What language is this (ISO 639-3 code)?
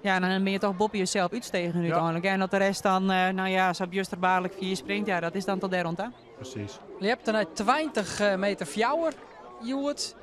fry